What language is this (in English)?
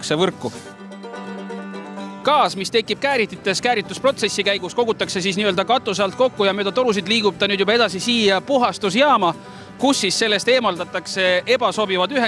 Estonian